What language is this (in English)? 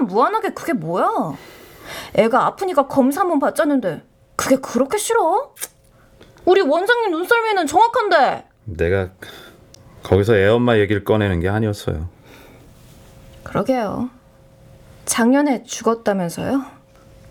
Korean